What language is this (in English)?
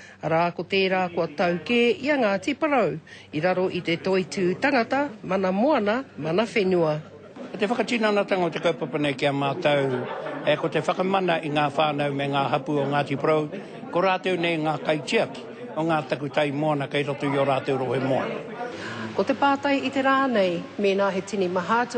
Māori